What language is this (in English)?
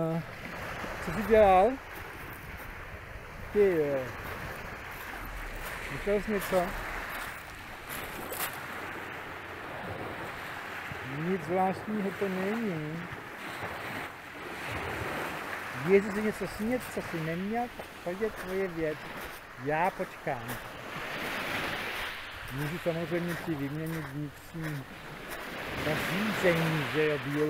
Czech